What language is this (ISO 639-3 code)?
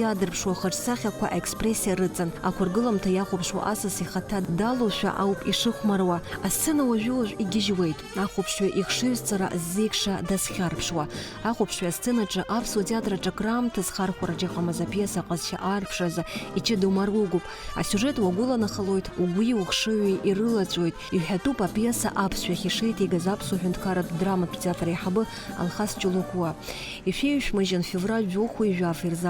abk